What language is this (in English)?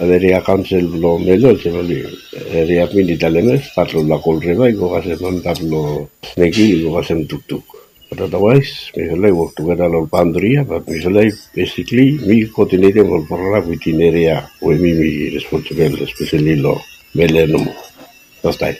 Bislama